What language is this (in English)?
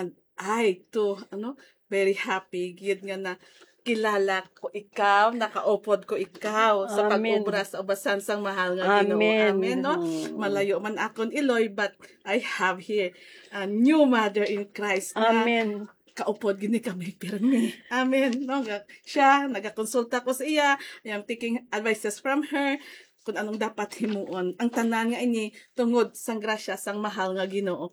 Hiligaynon